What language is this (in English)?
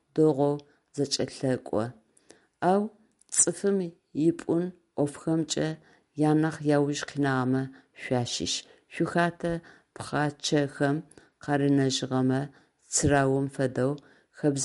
Adyghe